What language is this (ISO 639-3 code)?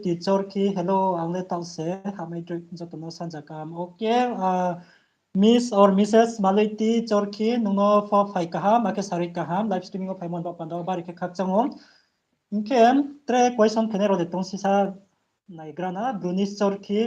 ria